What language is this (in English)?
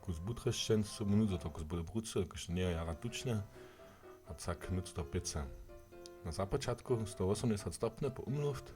Upper Sorbian